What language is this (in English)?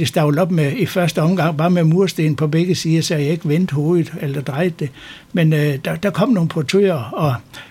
Danish